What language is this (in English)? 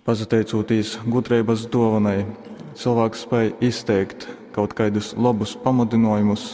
Latgalian